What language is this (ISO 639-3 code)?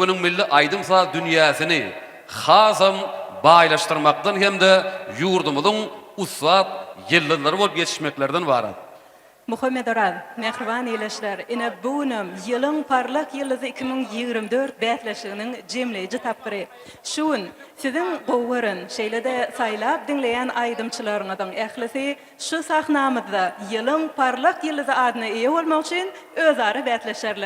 tuk